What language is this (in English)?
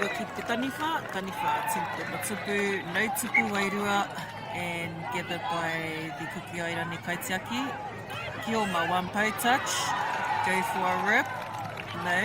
Māori